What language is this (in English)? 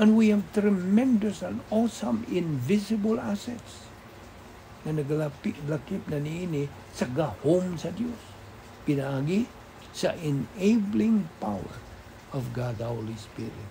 Cebuano